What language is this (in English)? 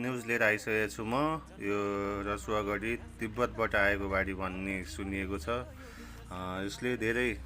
Nepali